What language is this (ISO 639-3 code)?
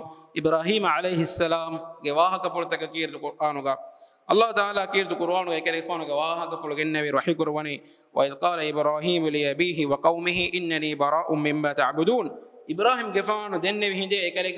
div